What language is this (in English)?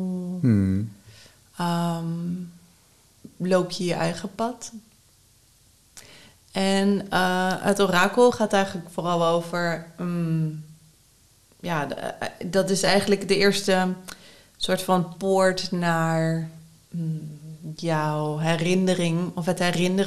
Dutch